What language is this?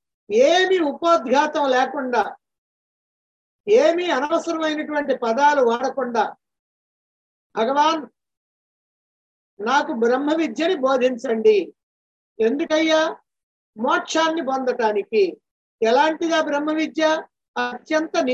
Telugu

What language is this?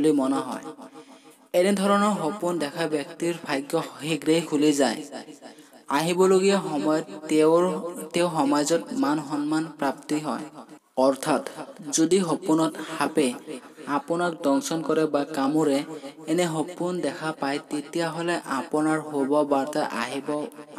Assamese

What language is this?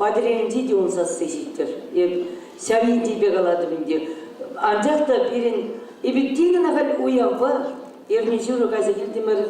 Chuvash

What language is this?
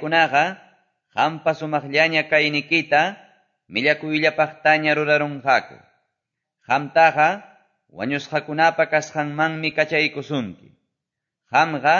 Quechua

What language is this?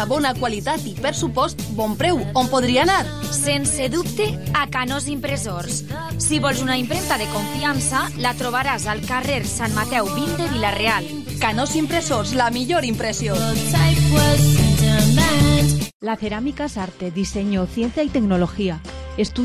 Catalan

